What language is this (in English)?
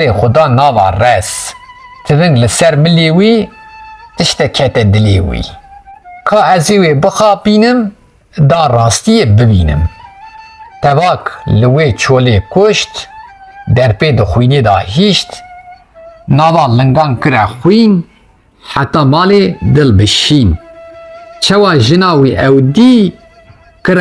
Kurdish